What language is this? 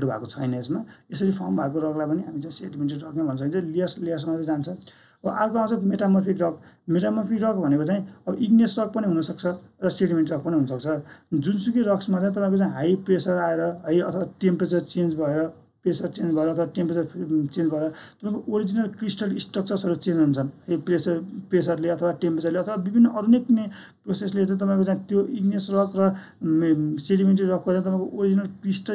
Nepali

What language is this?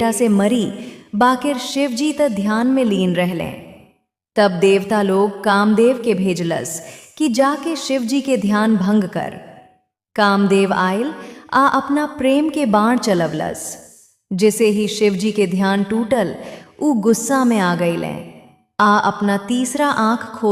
Bhojpuri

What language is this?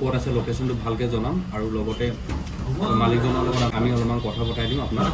Assamese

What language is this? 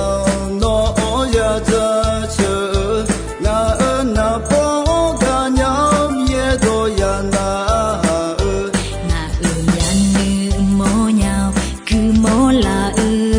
Akha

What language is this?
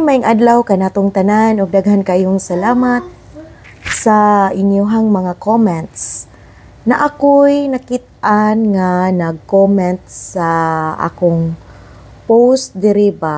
Cebuano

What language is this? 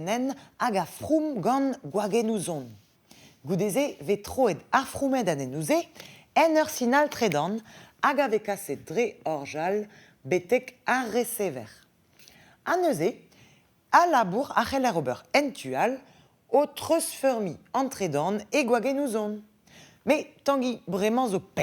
Breton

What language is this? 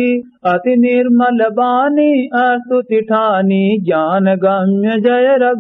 Awadhi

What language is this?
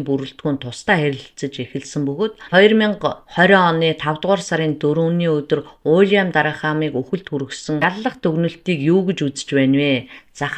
Mongolian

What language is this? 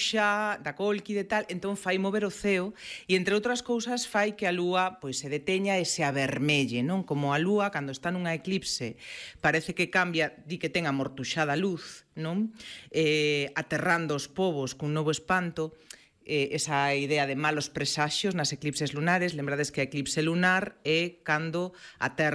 Galician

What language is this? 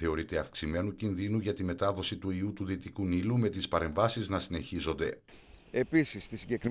Greek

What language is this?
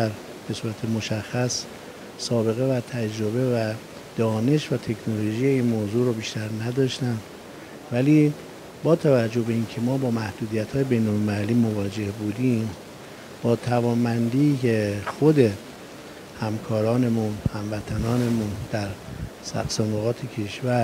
Persian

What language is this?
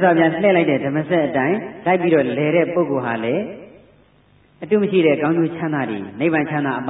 Burmese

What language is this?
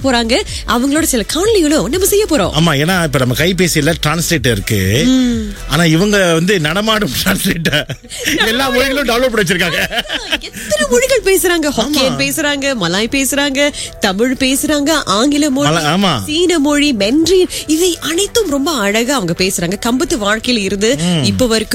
Tamil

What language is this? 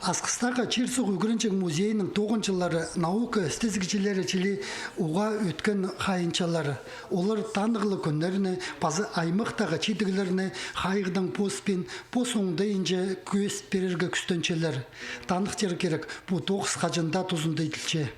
Khakas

